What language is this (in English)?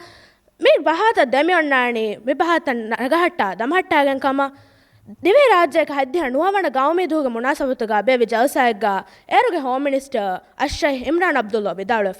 Divehi